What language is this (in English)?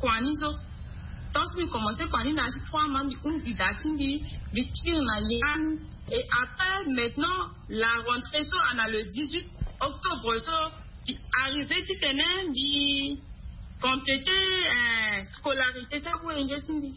Sango